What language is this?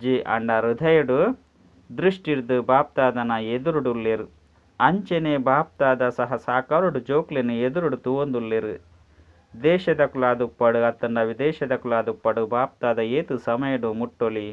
Tulu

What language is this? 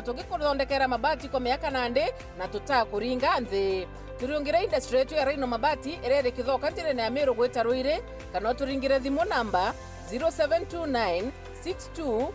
Meru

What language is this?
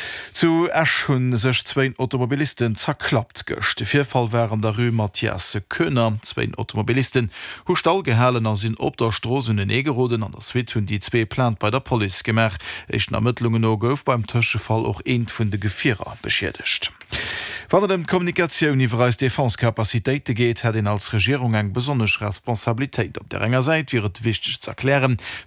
Luxembourgish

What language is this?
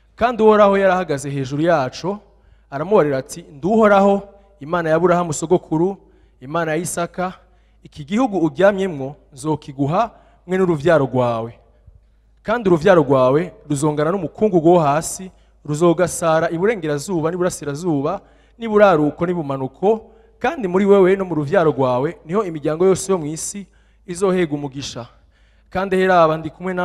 Rundi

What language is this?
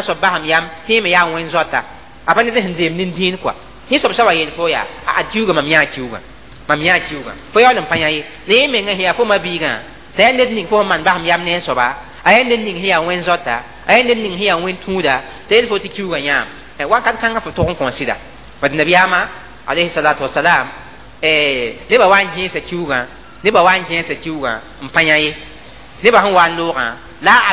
Mossi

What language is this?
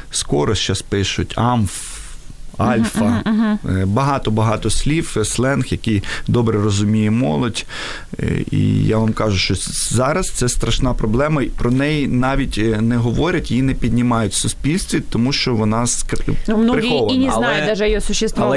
Ukrainian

